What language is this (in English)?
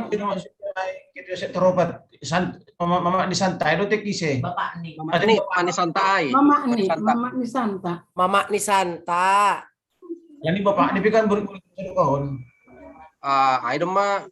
Batak Simalungun